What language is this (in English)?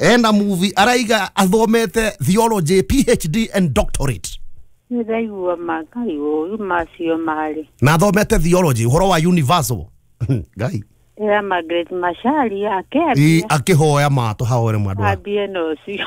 Kikuyu